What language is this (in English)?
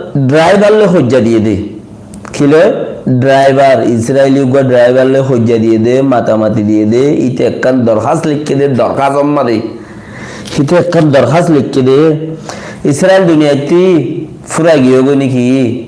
Rohingya